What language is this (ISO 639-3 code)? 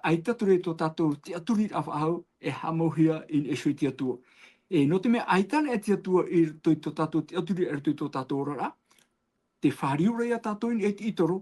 tah